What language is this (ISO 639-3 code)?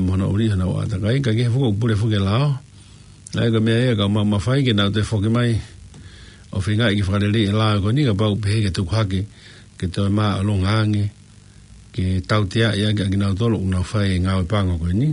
ton